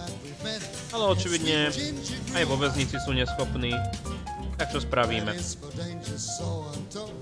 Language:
Slovak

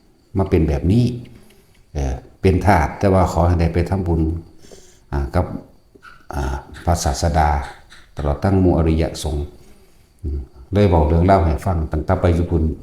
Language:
Northeastern Thai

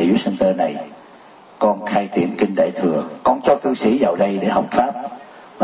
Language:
Vietnamese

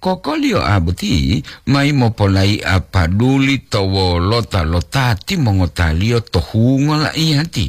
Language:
Gorontalo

